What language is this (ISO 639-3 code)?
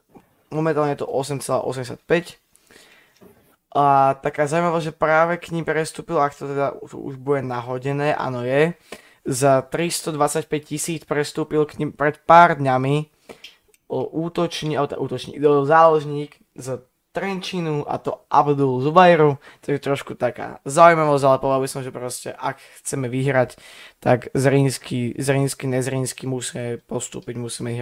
slk